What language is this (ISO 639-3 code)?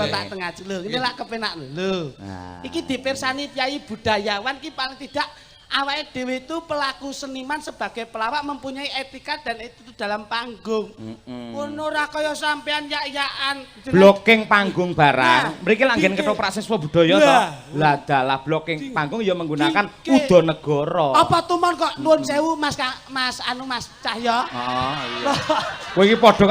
jav